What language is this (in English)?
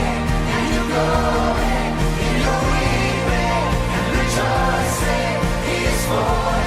Fijian